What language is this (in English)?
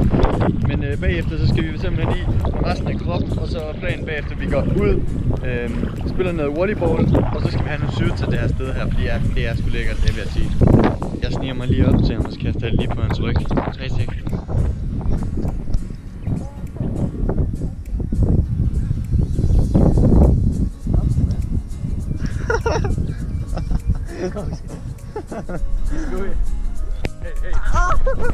Danish